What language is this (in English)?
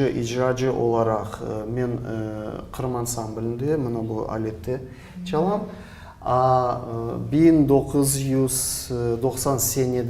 Crimean Tatar